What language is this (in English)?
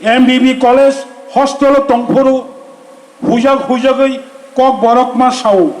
Kok Borok